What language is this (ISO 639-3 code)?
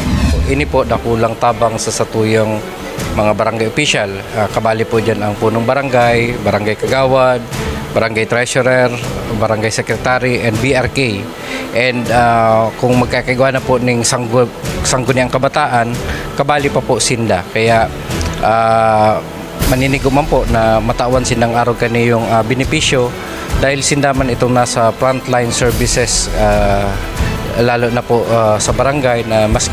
bik